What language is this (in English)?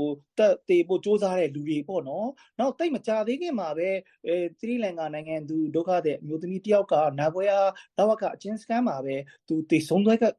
Burmese